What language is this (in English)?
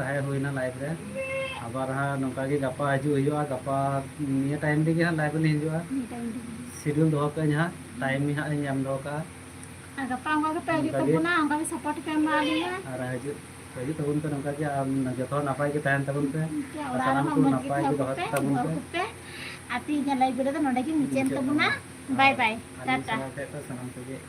Santali